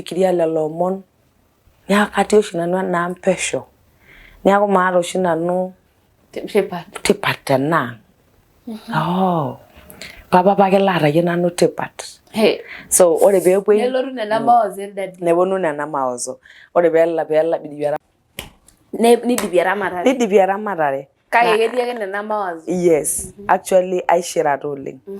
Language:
Masai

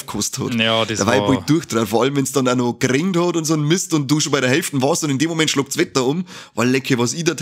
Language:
Bavarian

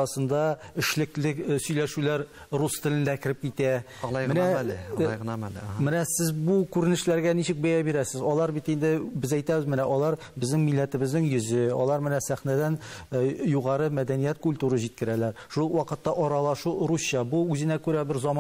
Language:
Tatar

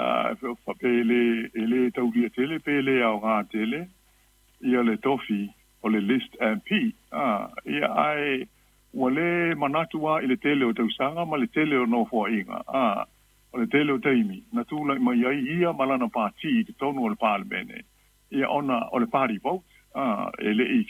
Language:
Samoan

